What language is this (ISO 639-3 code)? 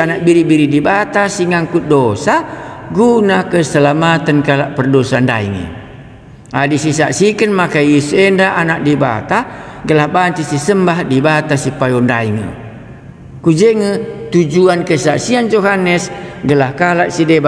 btx